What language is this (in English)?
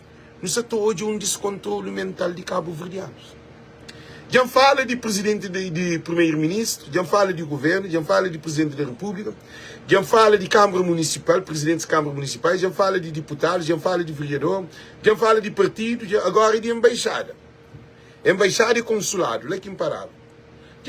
Kabuverdianu